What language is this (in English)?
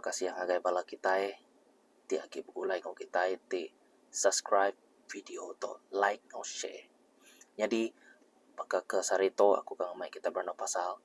Iban